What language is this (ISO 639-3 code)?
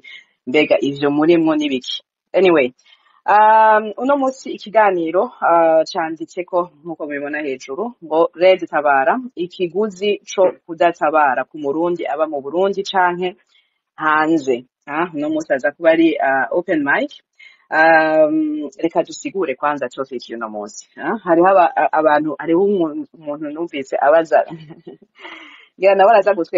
run